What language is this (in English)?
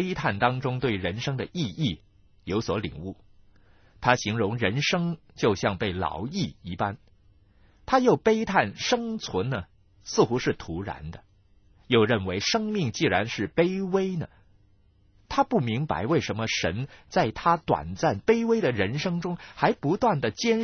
Chinese